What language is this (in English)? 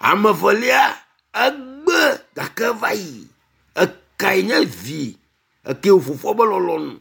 Ewe